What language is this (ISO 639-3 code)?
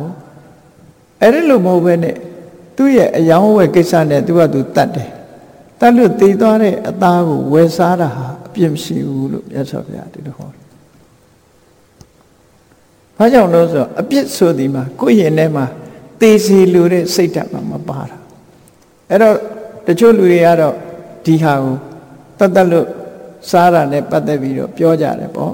mya